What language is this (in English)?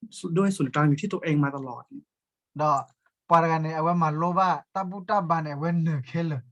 S'gaw Karen